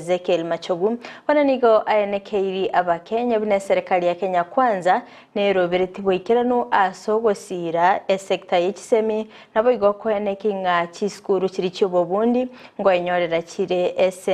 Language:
Gusii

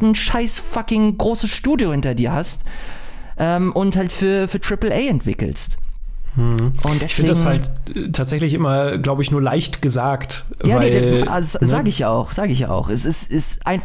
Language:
German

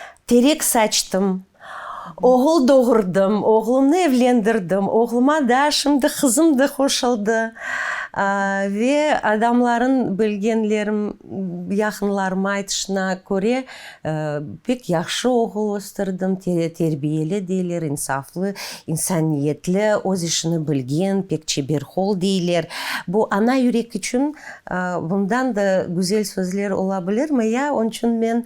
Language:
Crimean Tatar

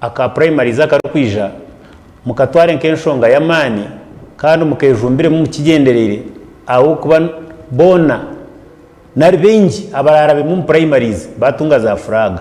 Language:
Nyankole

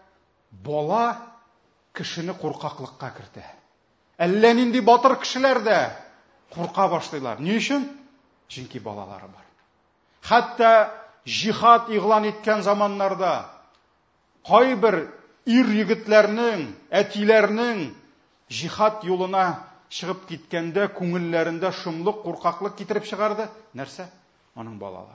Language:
Tatar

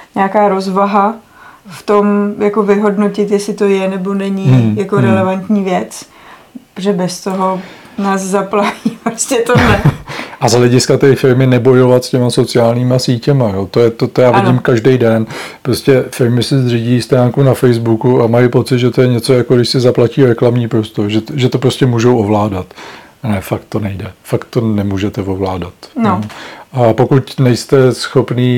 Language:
Czech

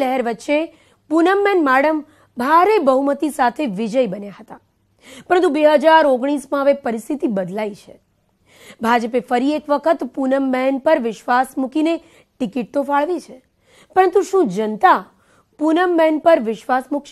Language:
Gujarati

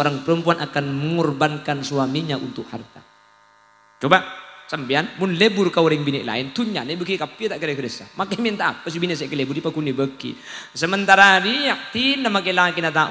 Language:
Madurese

